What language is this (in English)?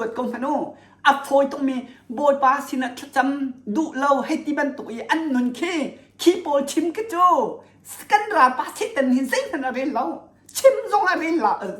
Hakha Chin